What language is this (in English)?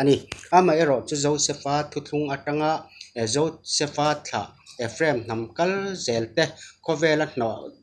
Mizo